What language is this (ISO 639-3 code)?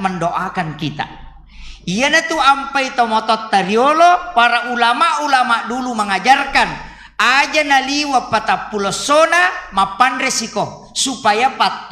bug